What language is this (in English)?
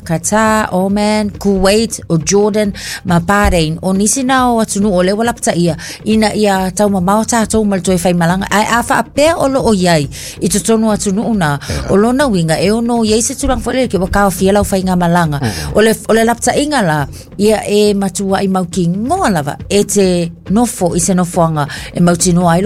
Samoan